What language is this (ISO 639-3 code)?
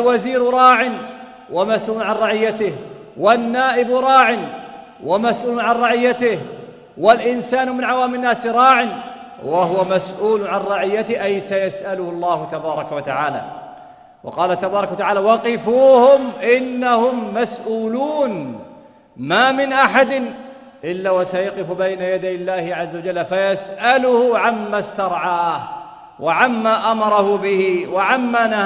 ara